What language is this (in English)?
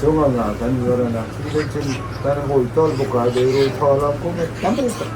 Hmar